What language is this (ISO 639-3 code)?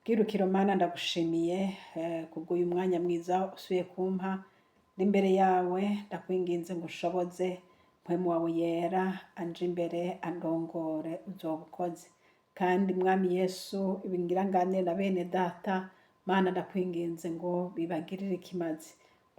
run